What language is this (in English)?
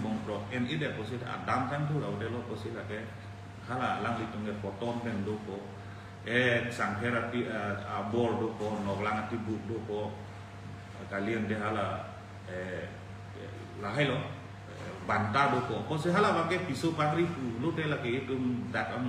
Karbi